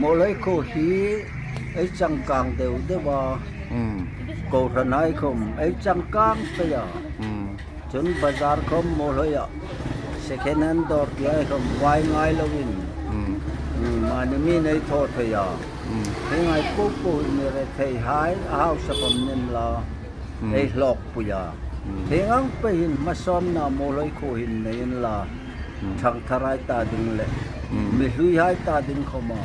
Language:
Hmar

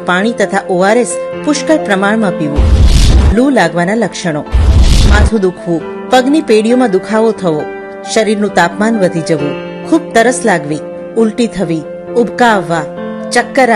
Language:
Gujarati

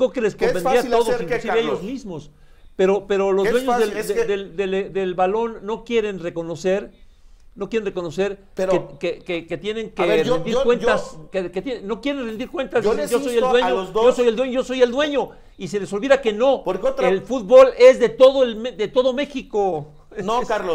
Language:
Spanish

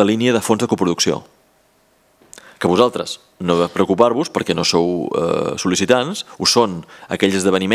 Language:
Catalan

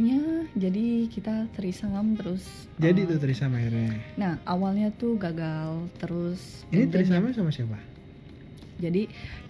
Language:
Indonesian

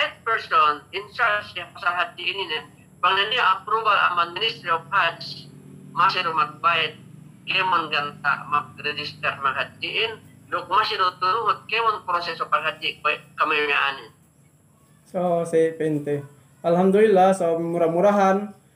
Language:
Yakan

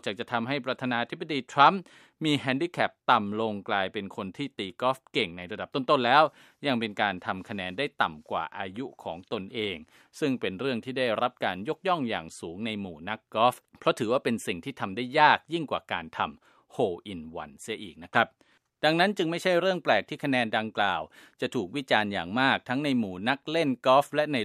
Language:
Thai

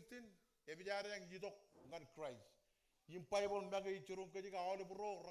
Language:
Marshallese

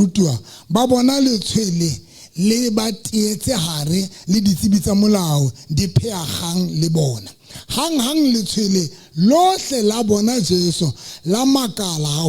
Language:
Southern Sotho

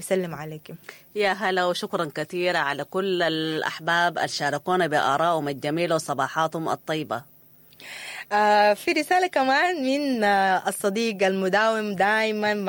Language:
Sudanese Arabic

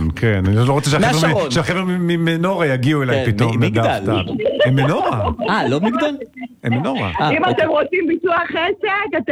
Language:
Hebrew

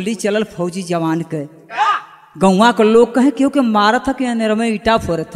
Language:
Bhojpuri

